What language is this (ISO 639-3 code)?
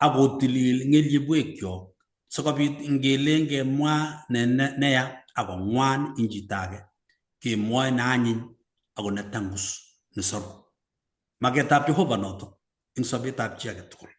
kln